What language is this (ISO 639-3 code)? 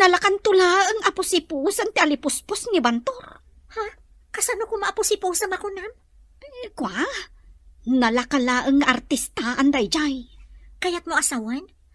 ilo